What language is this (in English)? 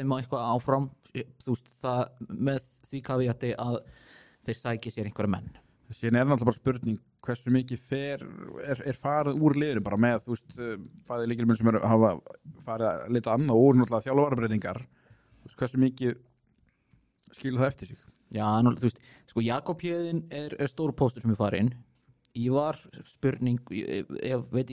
Icelandic